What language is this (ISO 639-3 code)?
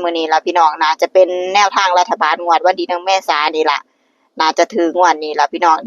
tts